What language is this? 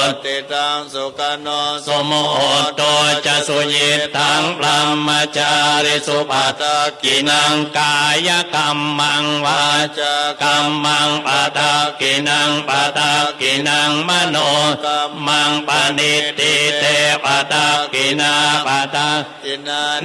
Pali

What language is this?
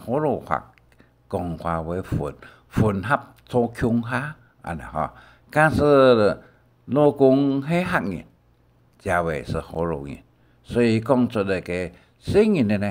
Hakka Chinese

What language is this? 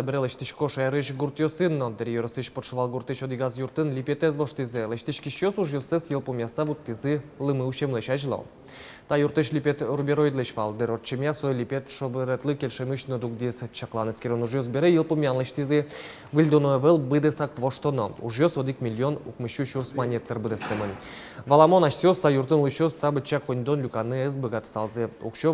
Udmurt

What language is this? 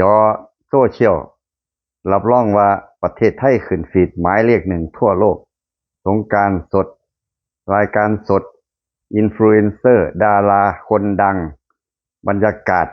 Lao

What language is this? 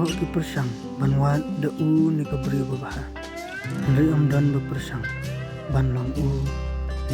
Khasi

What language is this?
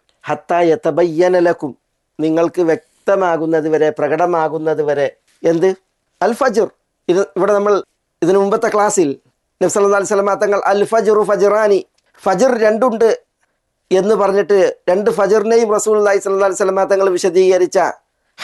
Malayalam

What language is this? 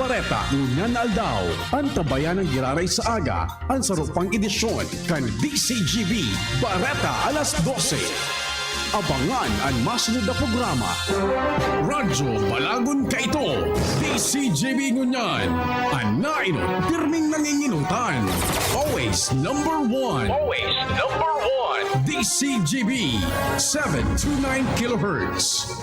Bikol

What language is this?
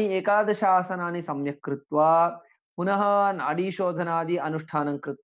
Sanskrit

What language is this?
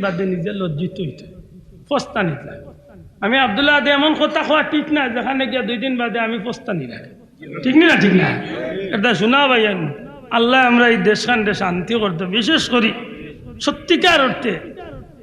Sylheti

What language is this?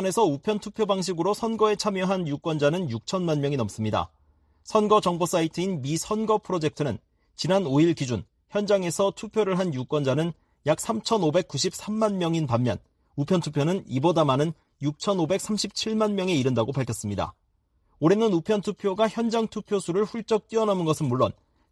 Korean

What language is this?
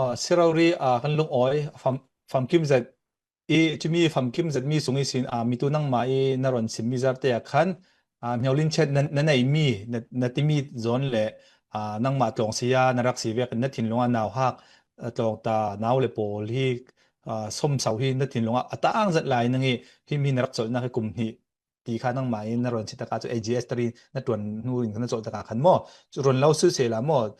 Falam Chin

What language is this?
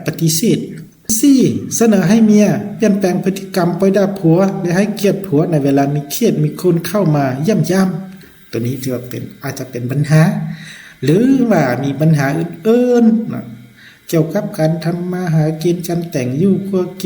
Lao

